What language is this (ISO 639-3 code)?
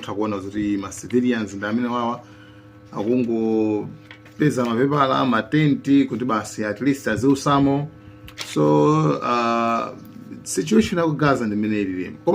nya